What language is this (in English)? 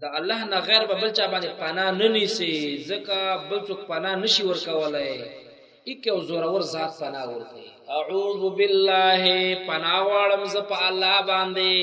Pashto